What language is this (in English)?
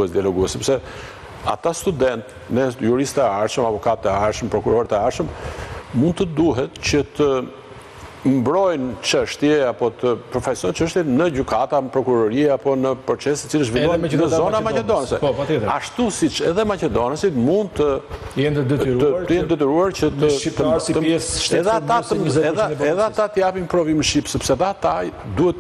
Albanian